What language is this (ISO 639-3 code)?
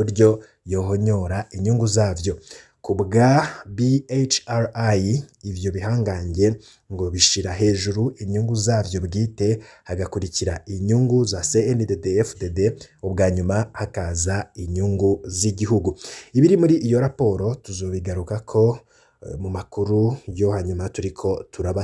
run